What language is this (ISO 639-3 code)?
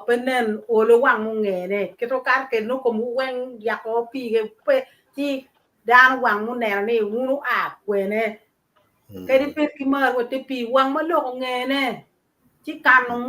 ach